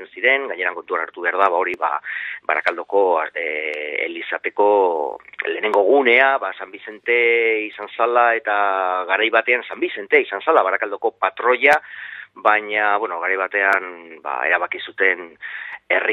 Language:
Basque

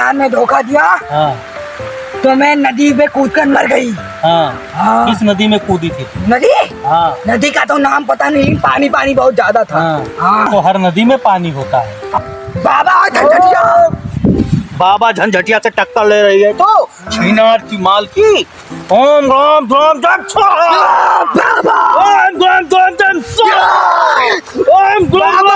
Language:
Awadhi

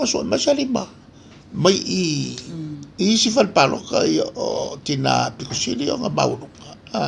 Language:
Samoan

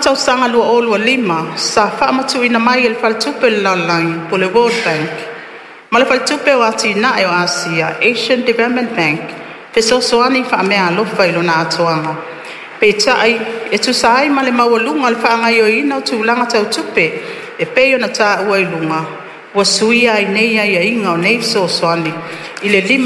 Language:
Samoan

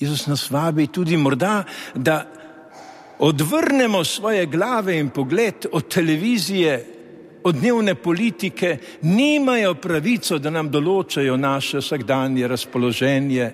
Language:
Slovenian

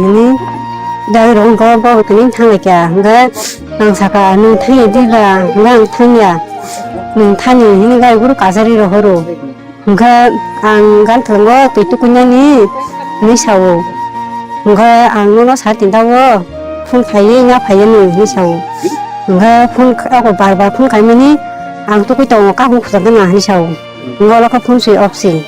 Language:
Kok Borok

